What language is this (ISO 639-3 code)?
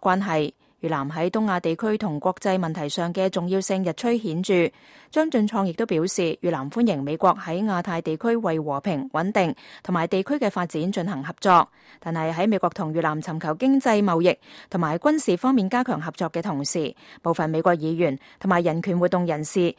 yue